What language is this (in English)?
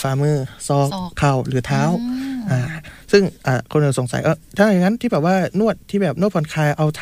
Thai